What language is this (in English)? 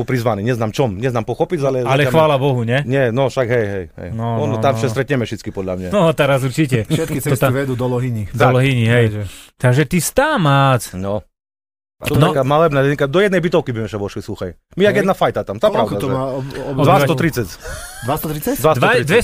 Slovak